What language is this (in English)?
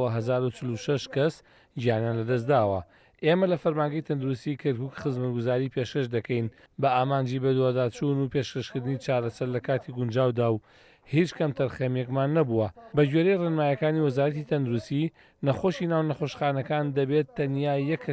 Central Kurdish